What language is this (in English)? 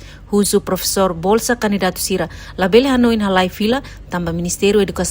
Tetum